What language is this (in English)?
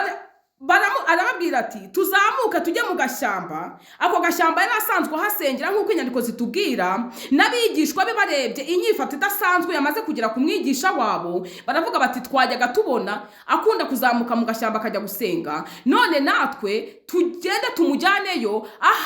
Kinyarwanda